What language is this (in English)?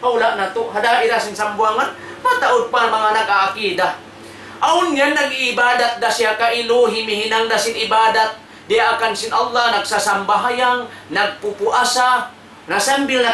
Tausug